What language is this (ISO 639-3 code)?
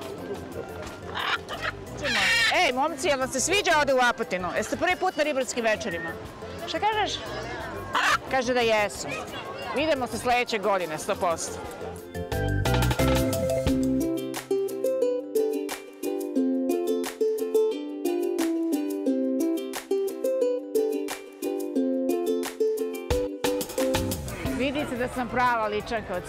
srp